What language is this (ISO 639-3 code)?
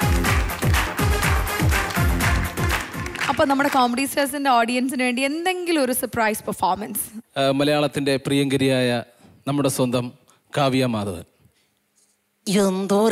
mal